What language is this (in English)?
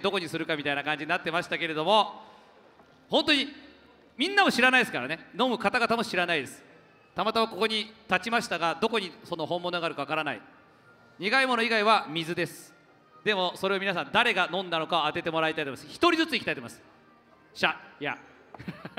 Japanese